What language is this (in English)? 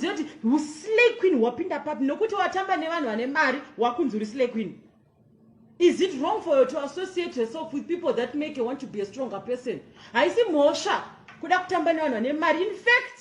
Shona